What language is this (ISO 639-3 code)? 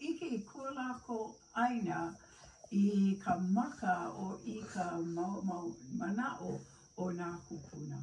haw